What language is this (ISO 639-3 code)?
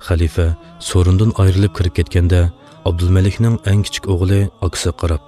uig